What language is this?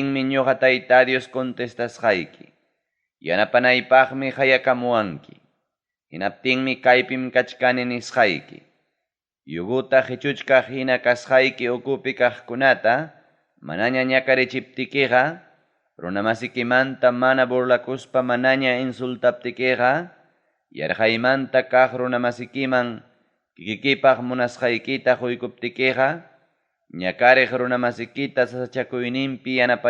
Ayacucho Quechua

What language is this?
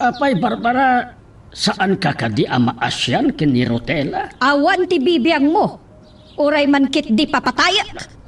Iloko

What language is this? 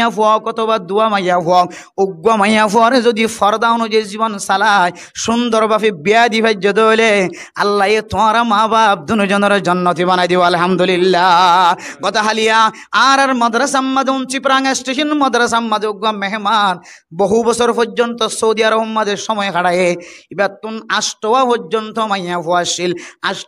Rohingya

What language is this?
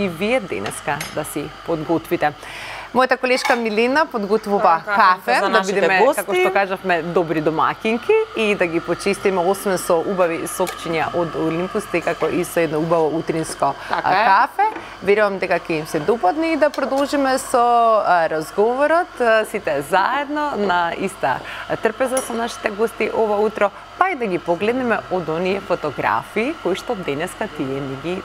Macedonian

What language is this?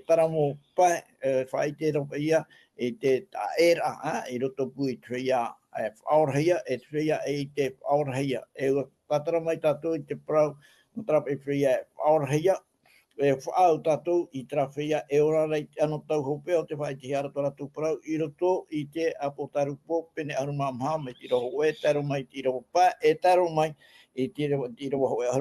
Tahitian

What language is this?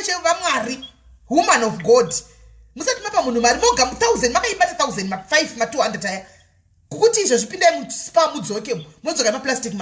Shona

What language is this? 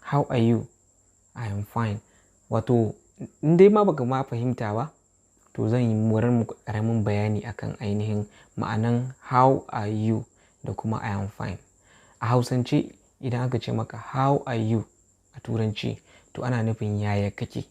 Hausa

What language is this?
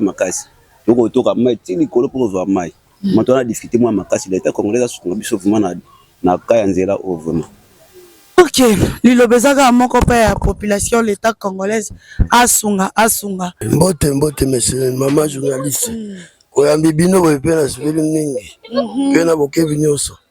Lingala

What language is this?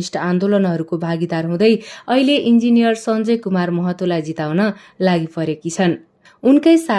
Nepali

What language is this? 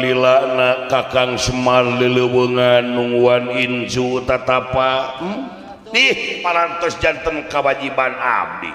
Sundanese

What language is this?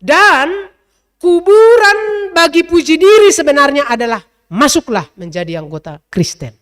Batak Simalungun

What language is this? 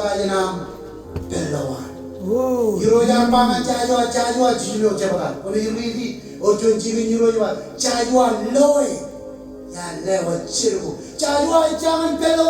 Marshallese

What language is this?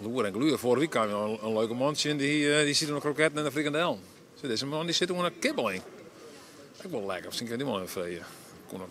Western Frisian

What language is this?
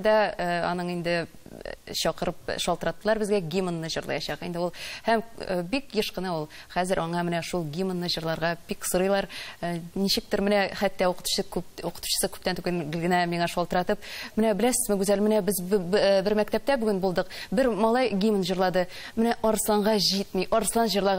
Tatar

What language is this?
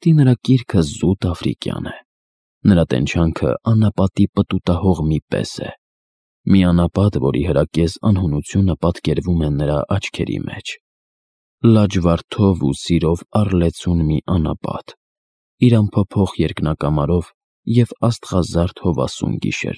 Armenian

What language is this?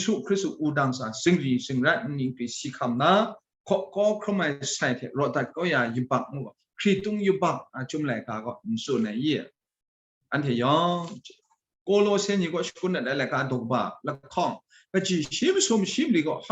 Kachin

